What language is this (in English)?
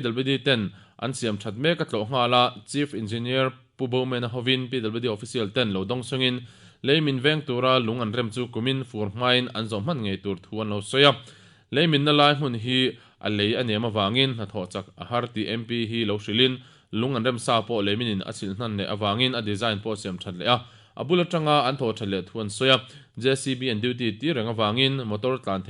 Mizo